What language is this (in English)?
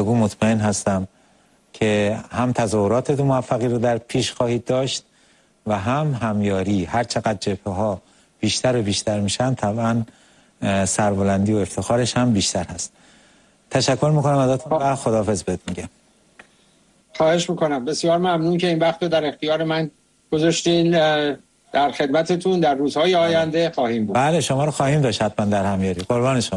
Persian